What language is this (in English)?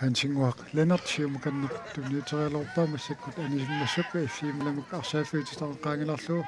Kalaallisut